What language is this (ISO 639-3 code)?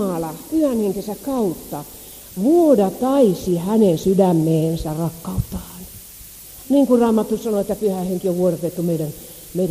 fin